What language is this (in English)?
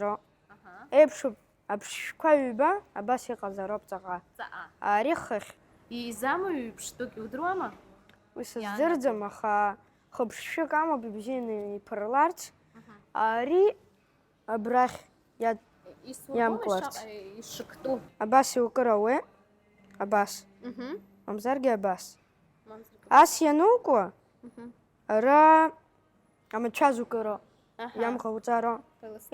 Abkhazian